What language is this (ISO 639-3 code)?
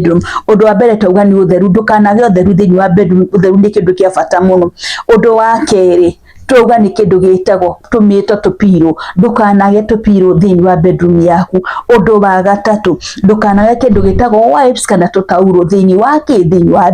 kik